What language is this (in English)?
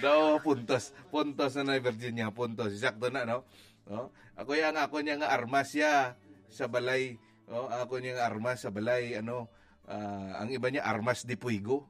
Hiligaynon